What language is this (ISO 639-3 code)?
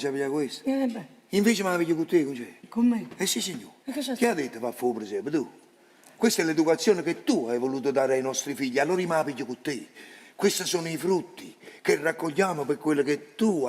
nap